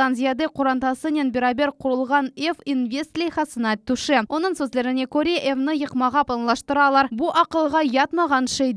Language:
Crimean Tatar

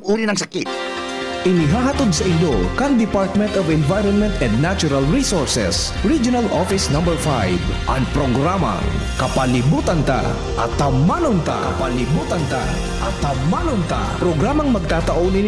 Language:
Bikol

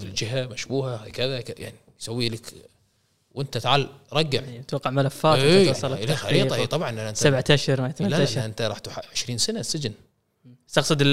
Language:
Gulf Arabic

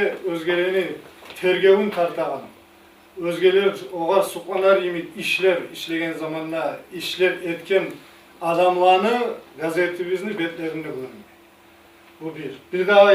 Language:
Kumyk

